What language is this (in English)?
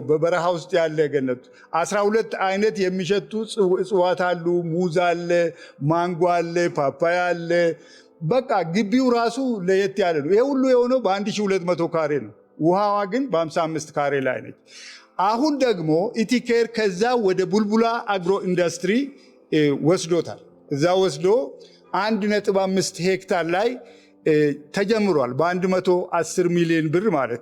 Amharic